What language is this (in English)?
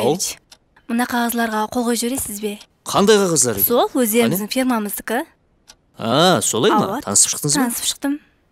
Kara-Kalpak